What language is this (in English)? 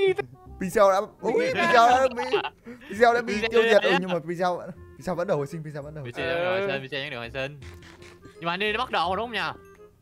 Vietnamese